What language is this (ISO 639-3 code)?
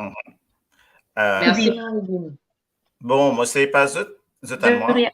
mfe